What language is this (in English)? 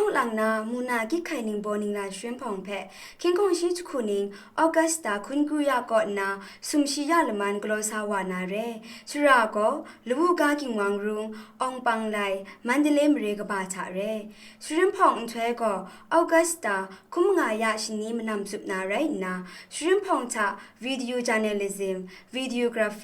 Kachin